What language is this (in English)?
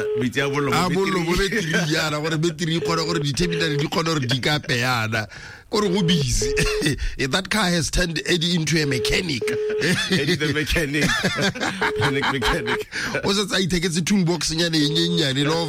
Tswana